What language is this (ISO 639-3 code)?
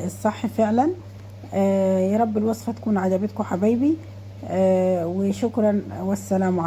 arz